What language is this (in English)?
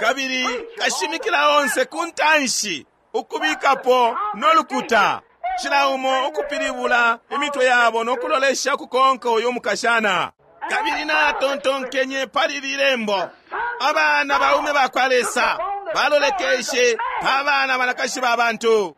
Bemba